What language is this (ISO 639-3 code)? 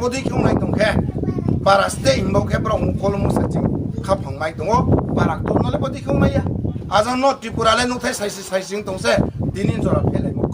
ria